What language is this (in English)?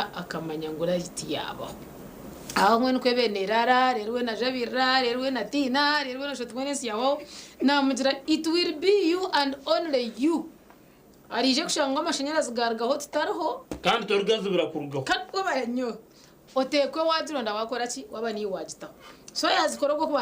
Nyankole